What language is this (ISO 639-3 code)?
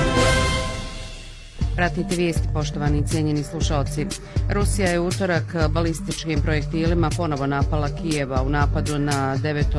bos